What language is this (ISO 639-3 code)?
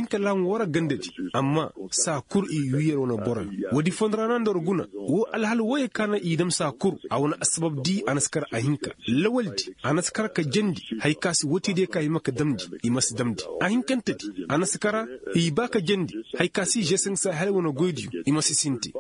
ses